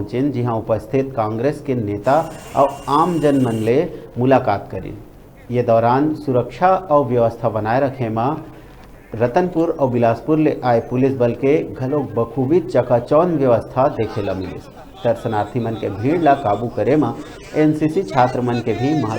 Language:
Chhattisgarhi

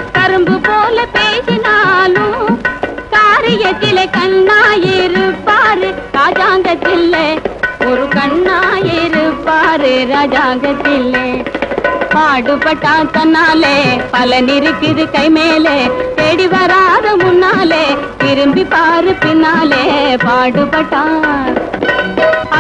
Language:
Tamil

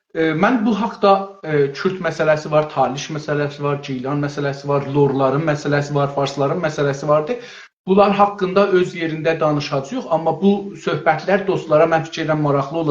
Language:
South Azerbaijani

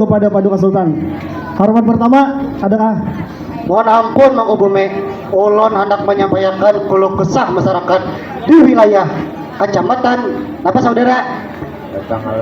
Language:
Banjar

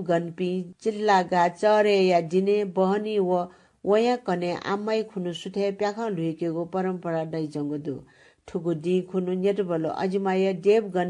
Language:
Newari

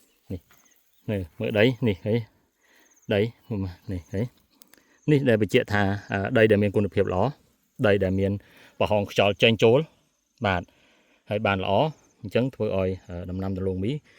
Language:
Khmer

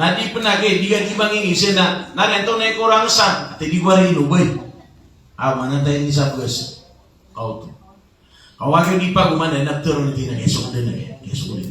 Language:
Maranao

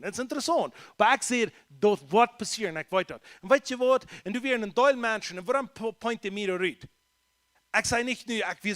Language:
Plautdietsch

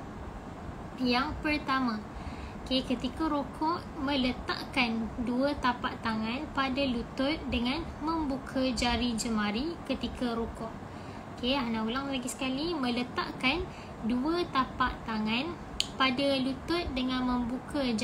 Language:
Malay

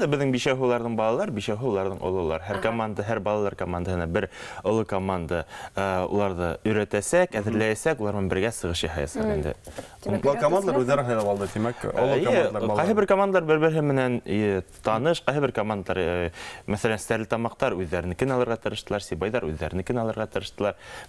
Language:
Bashkir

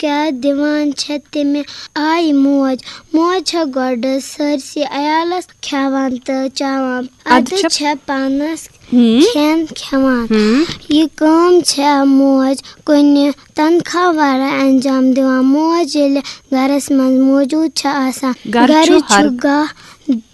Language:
Kashmiri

